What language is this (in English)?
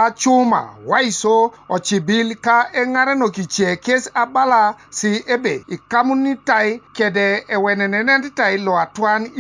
Teso